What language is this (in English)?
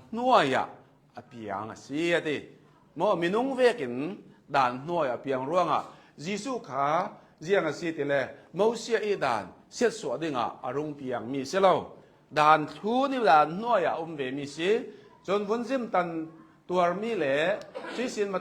Hakha Chin